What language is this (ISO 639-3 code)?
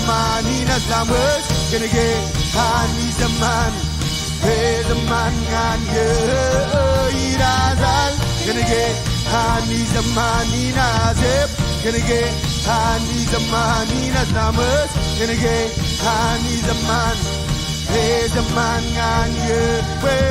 mah